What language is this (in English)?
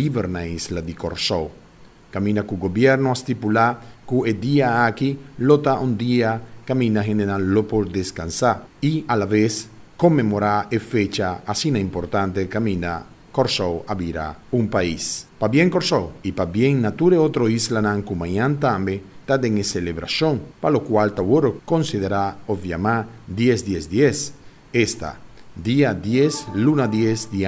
Papiamento